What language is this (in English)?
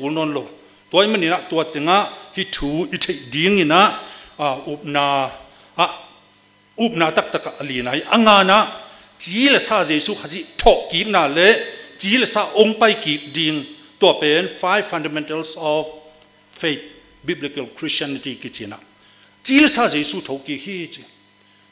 Tedim Chin